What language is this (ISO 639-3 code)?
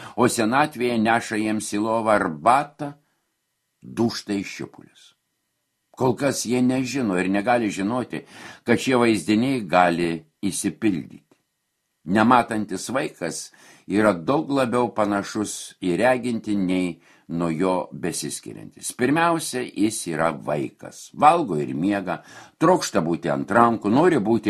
lit